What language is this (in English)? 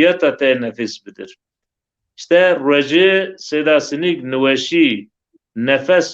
Zaza